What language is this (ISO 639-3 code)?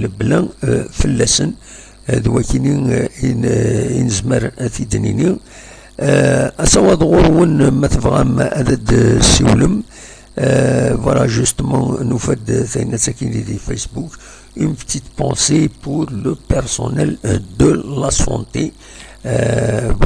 kab